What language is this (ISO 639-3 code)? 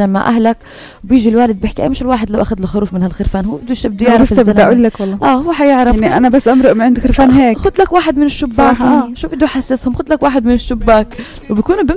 apc